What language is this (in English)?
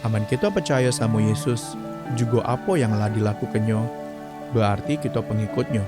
Musi